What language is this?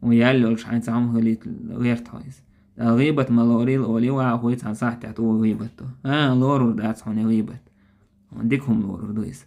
Chechen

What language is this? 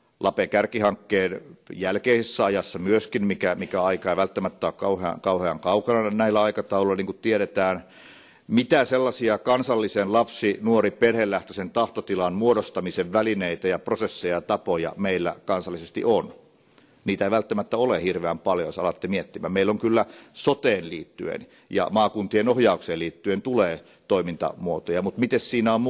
Finnish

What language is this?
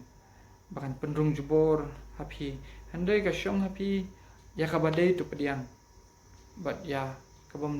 Khasi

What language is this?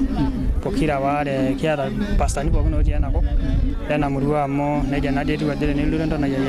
Masai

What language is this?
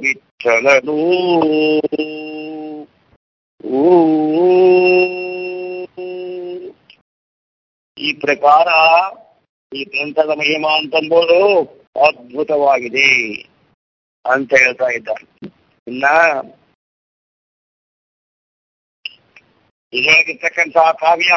Kannada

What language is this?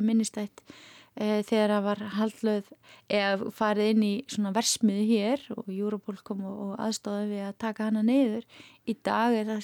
Icelandic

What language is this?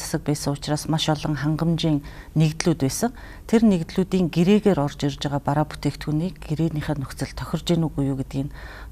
Mongolian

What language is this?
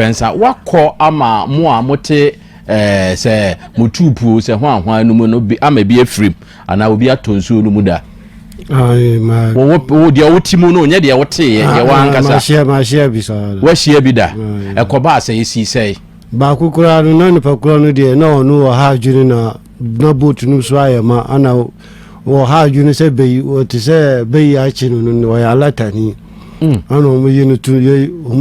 Akan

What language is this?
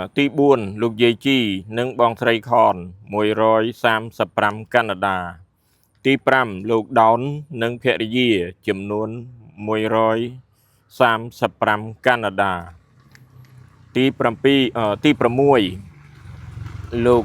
Khmer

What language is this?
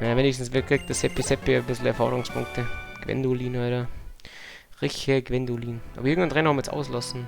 Bavarian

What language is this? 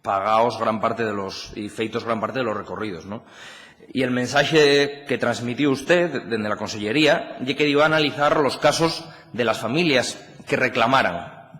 Asturian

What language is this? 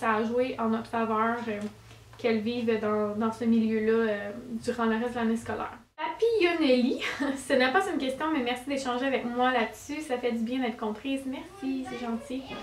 French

